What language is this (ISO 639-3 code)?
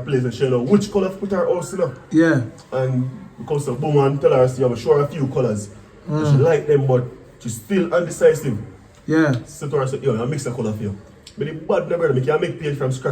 jam